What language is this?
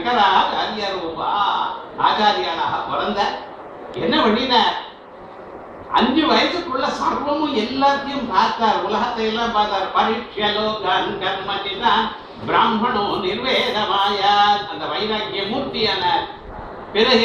Tamil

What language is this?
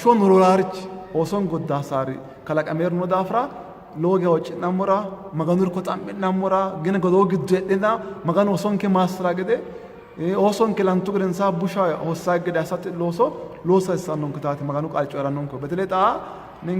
Sidamo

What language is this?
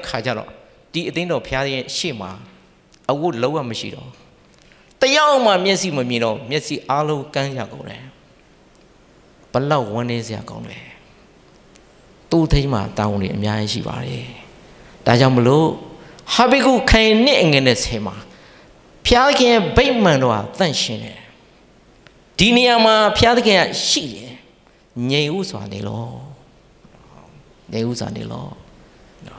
Burmese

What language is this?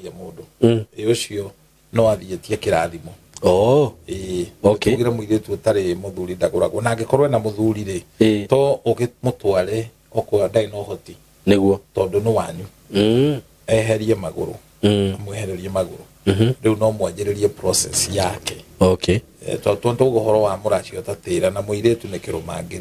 Kikuyu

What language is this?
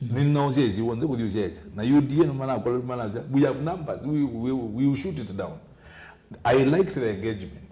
Kamba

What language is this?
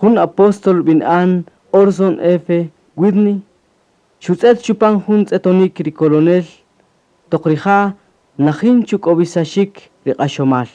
Kaqchikel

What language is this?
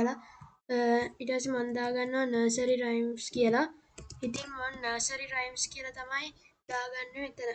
Sinhala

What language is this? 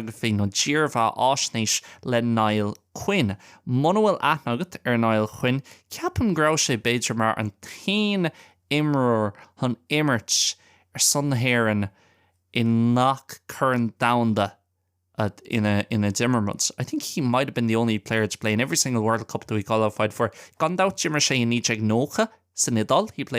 Irish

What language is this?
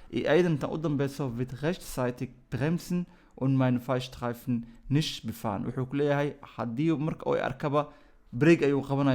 Somali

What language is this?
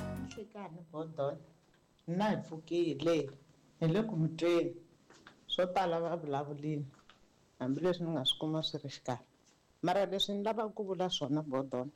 Tsonga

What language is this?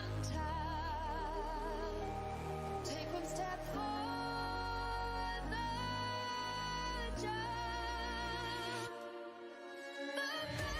Kara-Kalpak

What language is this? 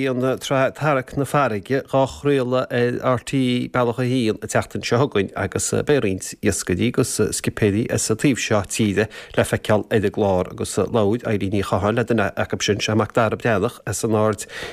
Irish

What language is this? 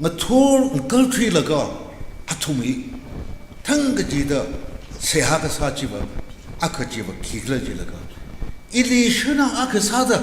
Tangkhul Naga (India)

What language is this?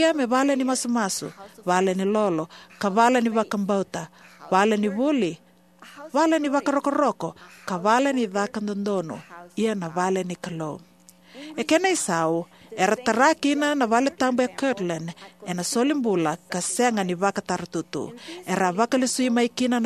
Fijian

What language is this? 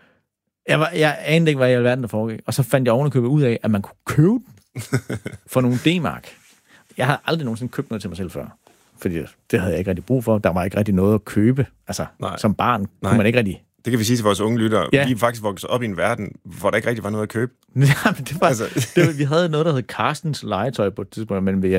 Danish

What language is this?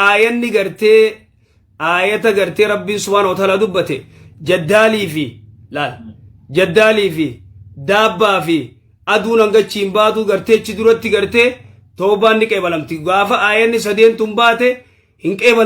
Oromo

